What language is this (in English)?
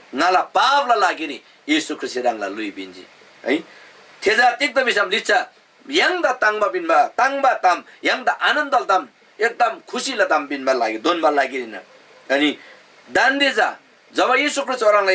Eastern Tamang